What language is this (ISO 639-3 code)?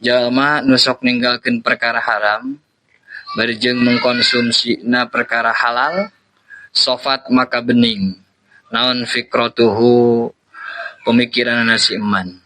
sun